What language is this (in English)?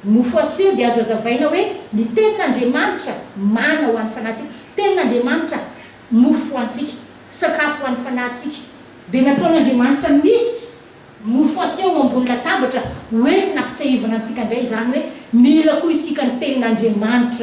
Malagasy